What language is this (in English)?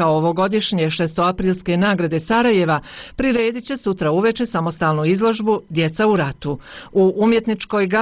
Bosnian